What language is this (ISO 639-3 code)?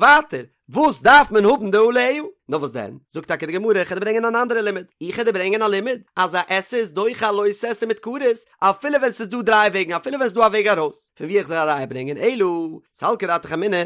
yid